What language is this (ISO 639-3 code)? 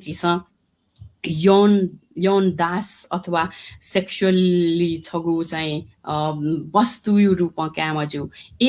new